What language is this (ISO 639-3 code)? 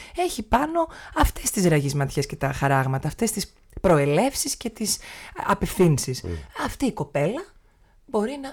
ell